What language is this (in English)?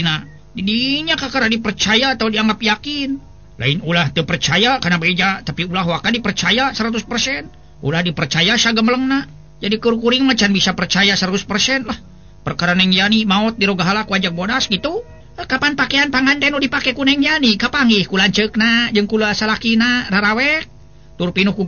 Sundanese